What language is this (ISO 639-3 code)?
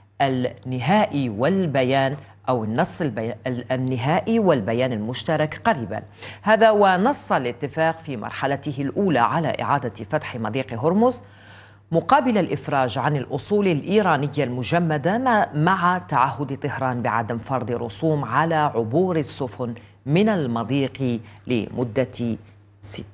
ara